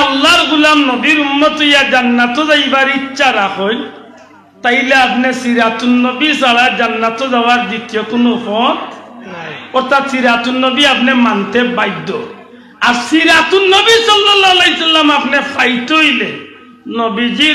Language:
Sylheti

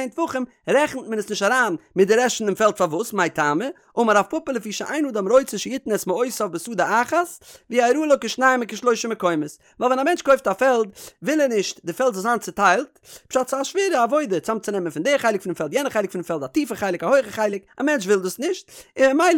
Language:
Yiddish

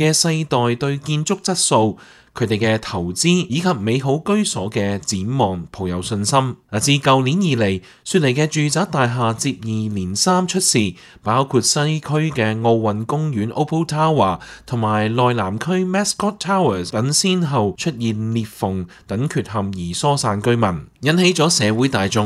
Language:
Cantonese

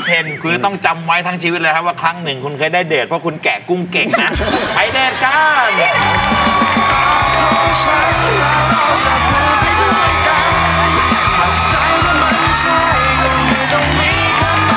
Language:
Thai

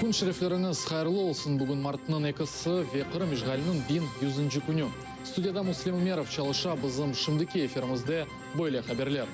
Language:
Crimean Tatar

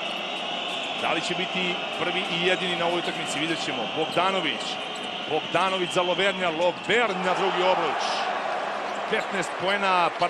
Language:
Serbian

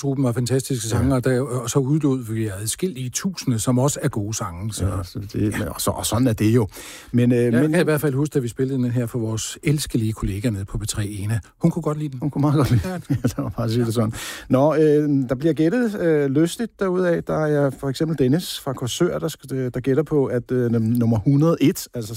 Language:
Danish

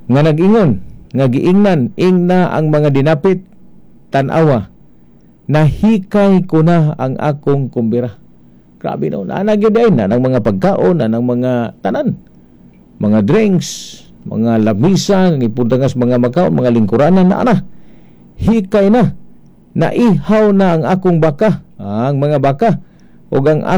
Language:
Cebuano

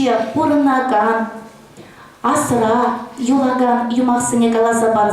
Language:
Chuvash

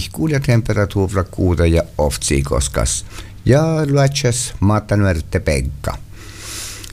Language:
Finnish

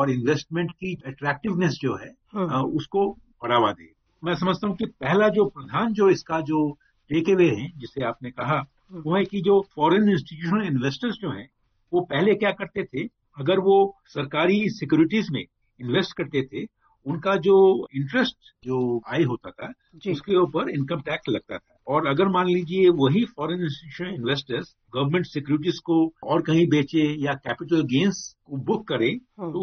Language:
Hindi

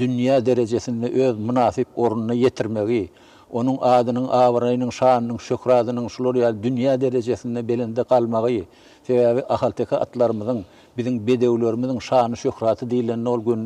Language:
Turkmen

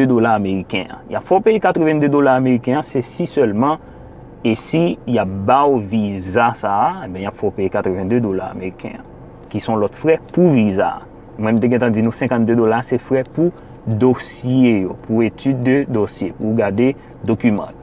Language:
Haitian Creole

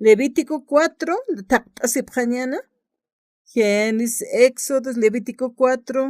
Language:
Aymara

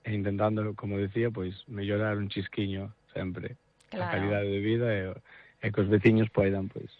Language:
Galician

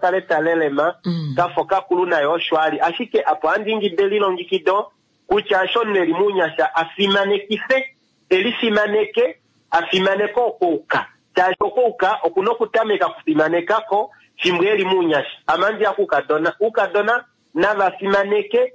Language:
Kuanyama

